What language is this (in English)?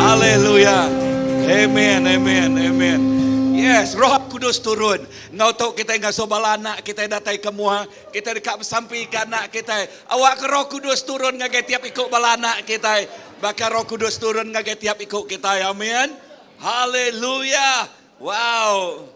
Iban